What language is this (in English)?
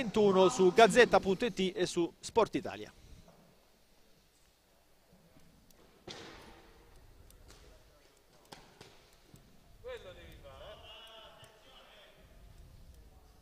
Italian